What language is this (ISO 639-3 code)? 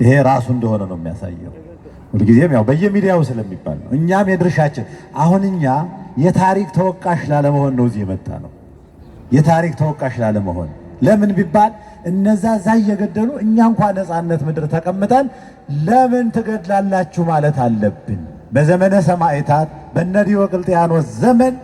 amh